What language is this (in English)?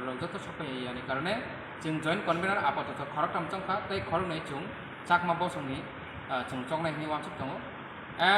Kok Borok